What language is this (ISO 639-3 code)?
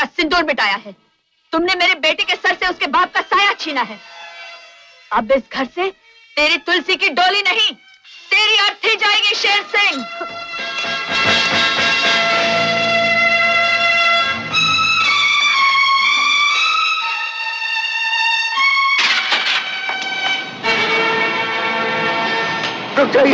hin